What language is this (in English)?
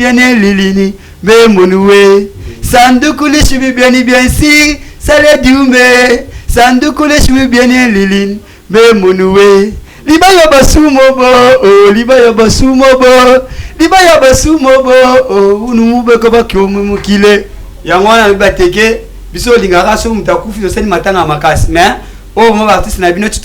Lingala